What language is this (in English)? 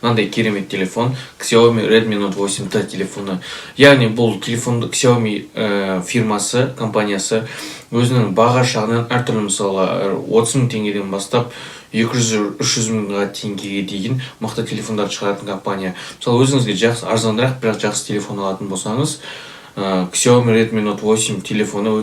Kazakh